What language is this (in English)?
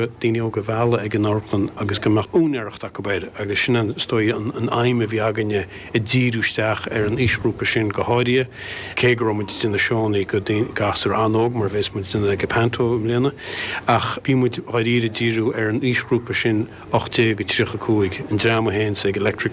Irish